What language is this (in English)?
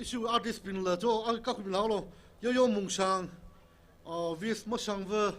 Tangkhul Naga (India)